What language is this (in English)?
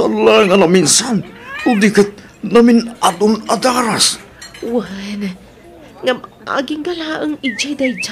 Iloko